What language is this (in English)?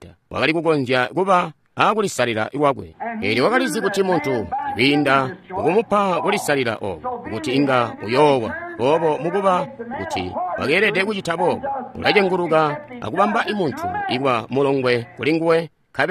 Tonga (Zambia)